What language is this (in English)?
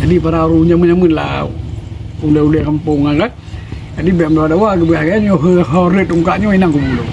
Achinese